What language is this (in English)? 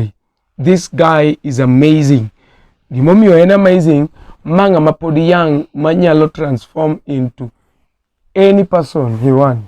Luo (Kenya and Tanzania)